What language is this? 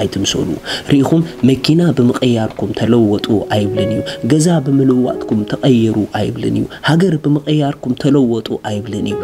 Tigrinya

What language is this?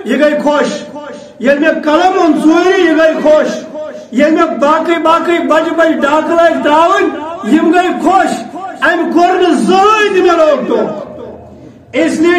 Kashmiri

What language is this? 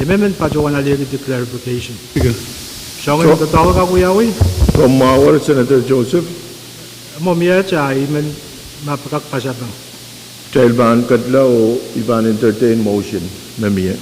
Pohnpeian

